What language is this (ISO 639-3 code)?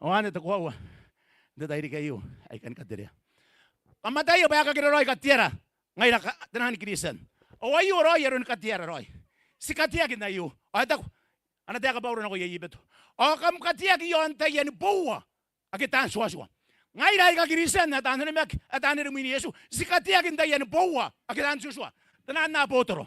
gil